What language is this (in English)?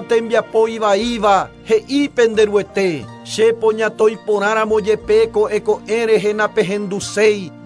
Guarani